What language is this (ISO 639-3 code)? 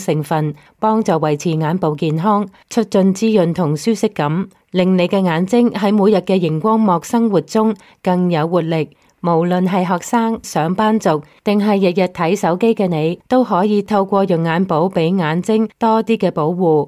yue